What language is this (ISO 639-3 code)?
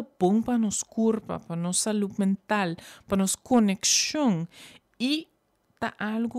pap